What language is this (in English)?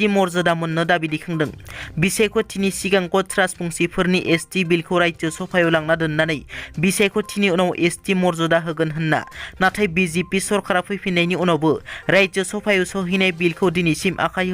Bodo